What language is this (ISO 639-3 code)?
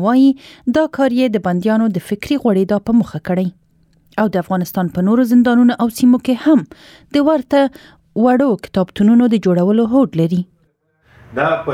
pus